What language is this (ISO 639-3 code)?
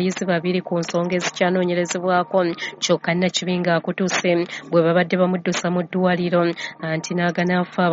lug